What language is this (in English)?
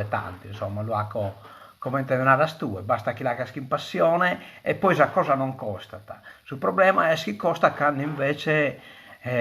Sardinian